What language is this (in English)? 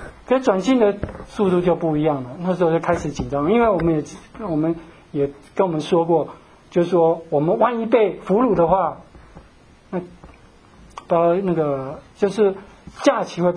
Chinese